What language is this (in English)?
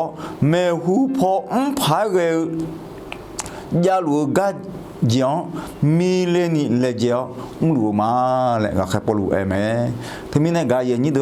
Akha